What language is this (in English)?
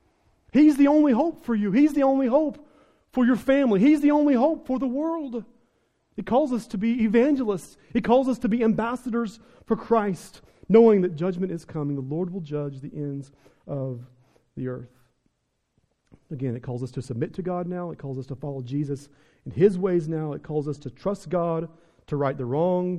English